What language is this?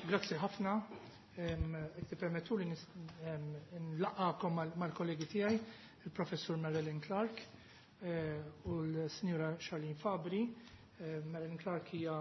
Maltese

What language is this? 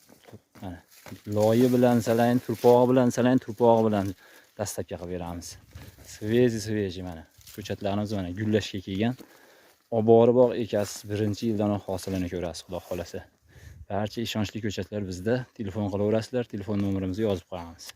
Uzbek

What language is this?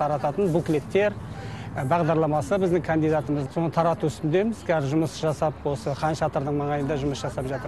Kazakh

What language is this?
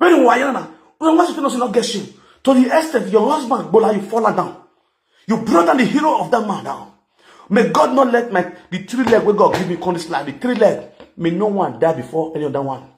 Nigerian Pidgin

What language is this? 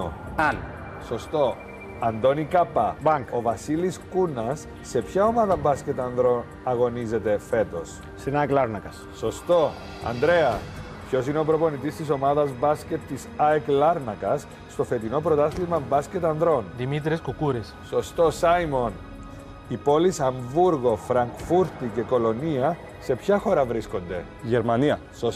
Greek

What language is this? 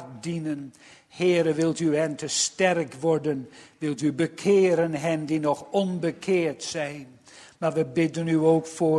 Dutch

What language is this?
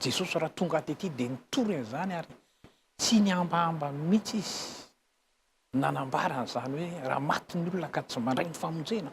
Malagasy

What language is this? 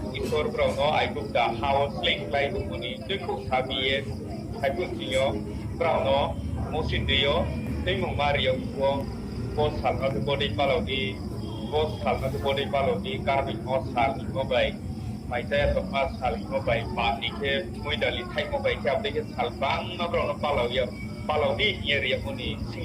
Riang (India)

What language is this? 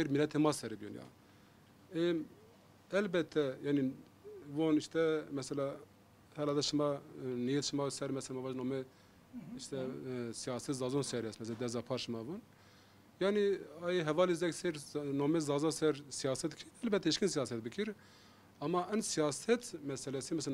Zaza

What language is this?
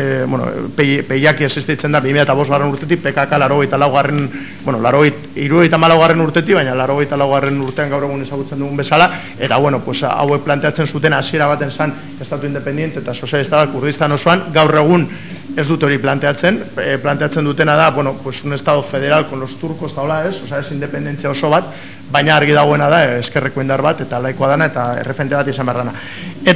Basque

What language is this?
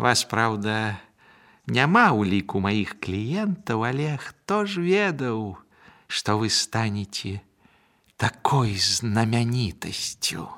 Belarusian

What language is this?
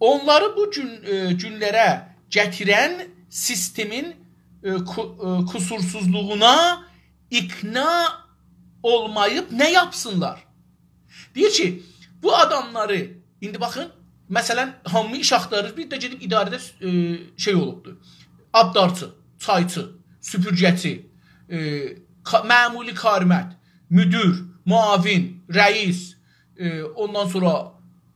South Azerbaijani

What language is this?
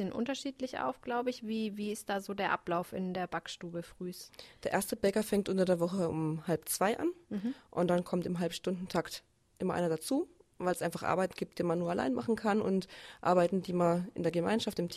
German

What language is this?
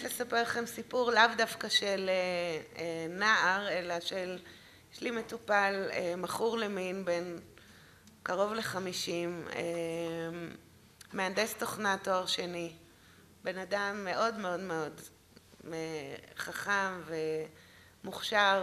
Hebrew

